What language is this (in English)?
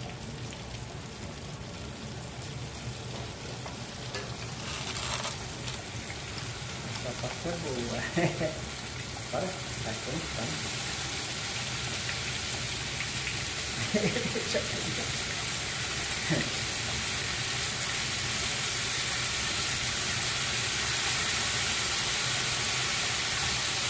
Portuguese